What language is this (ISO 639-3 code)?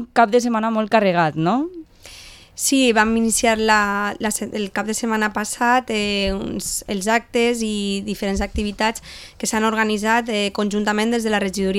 cat